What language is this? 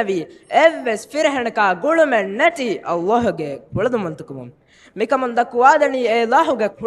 Divehi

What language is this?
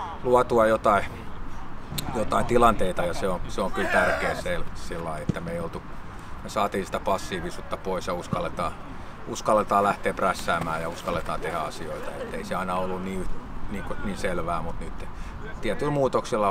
Finnish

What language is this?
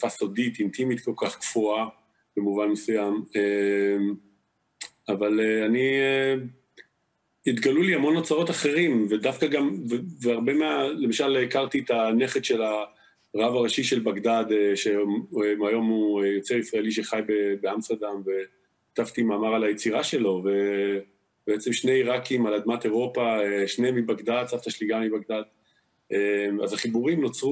Hebrew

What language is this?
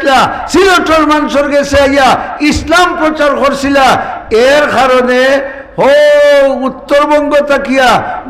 Sylheti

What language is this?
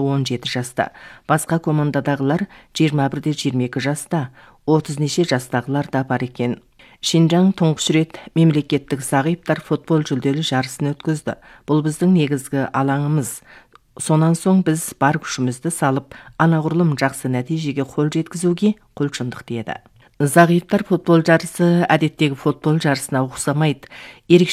Kazakh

